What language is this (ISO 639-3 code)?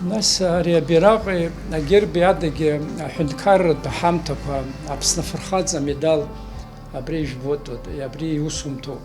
abk